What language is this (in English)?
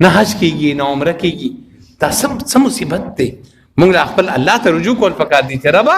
Pashto